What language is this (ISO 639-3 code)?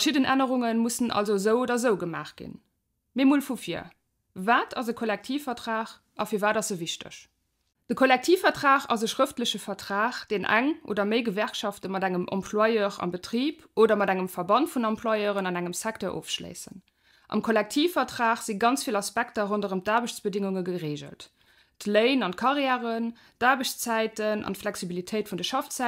ltz